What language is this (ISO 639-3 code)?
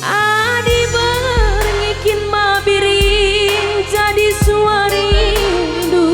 btx